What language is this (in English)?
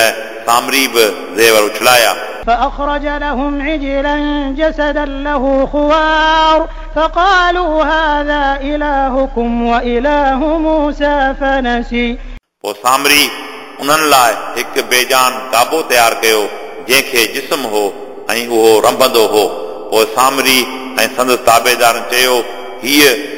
Sindhi